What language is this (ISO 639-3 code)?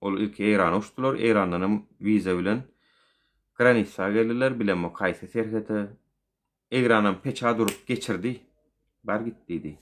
tuk